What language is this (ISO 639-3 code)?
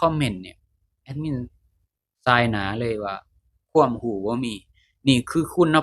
lao